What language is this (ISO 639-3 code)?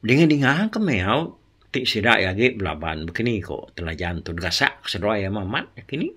iba